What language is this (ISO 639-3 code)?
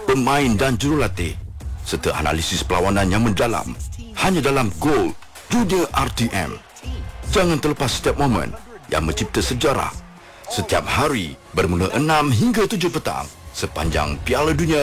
msa